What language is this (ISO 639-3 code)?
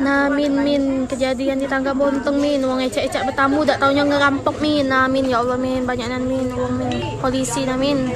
min